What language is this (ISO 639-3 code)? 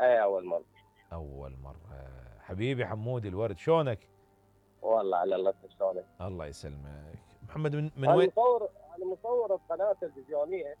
acm